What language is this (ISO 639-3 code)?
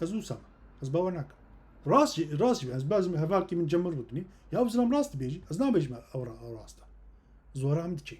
kur